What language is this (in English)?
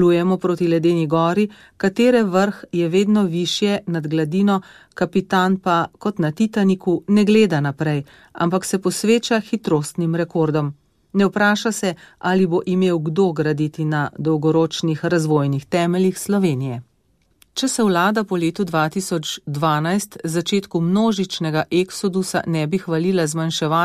Slovenian